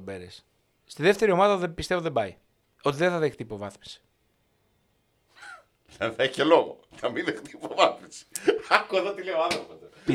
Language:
Greek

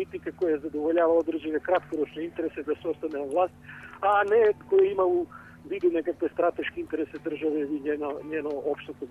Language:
Serbian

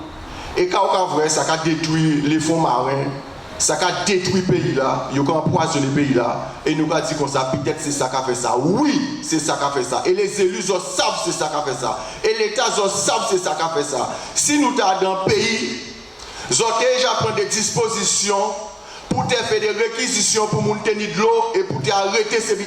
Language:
Guadeloupean Creole French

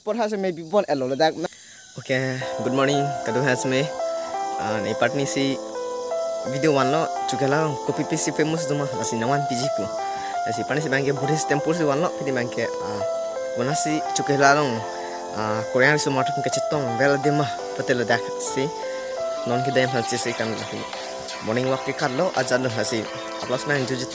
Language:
Karbi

